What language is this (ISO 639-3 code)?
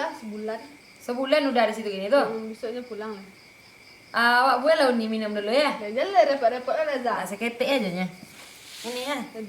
min